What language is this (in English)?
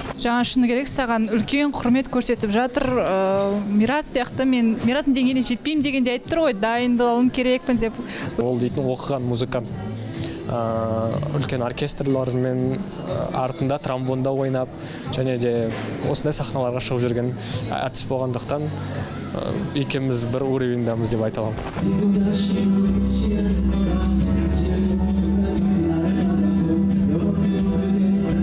Kazakh